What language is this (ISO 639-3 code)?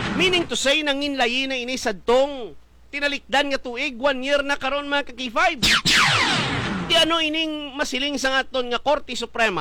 hil